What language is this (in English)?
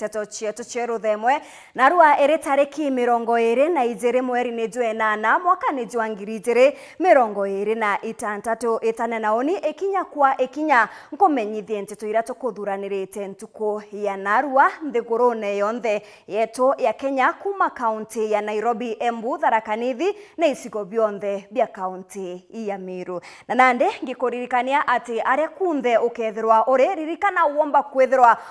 Meru